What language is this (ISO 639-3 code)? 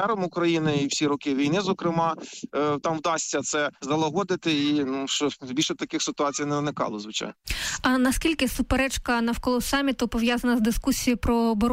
ukr